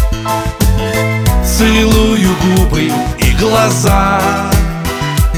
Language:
Russian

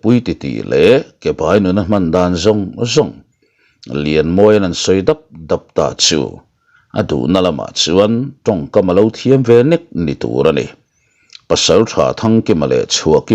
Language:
Mizo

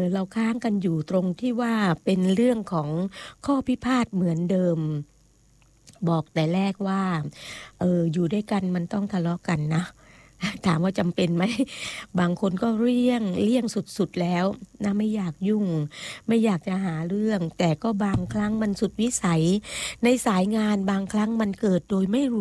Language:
Thai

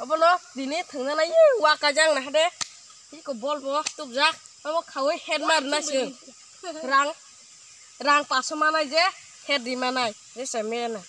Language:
Kok Borok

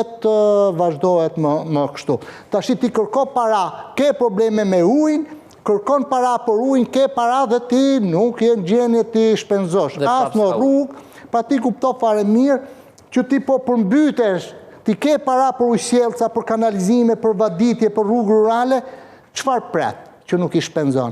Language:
Albanian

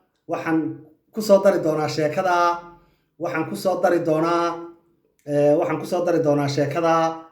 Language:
Somali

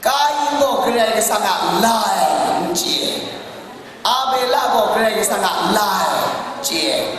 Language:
Kachin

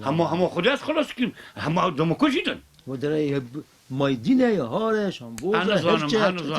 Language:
Kurdish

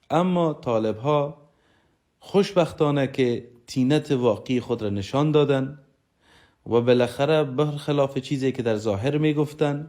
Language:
Persian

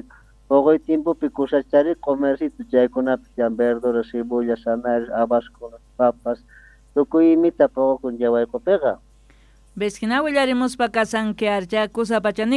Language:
Quechua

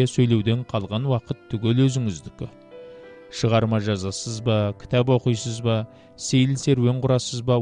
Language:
Kazakh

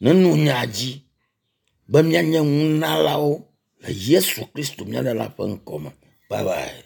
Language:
Ewe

